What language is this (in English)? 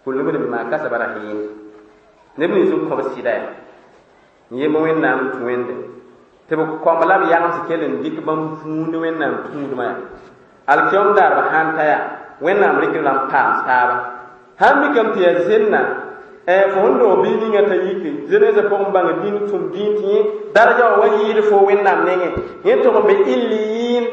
Mossi